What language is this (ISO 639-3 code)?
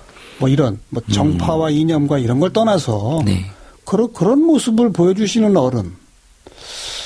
kor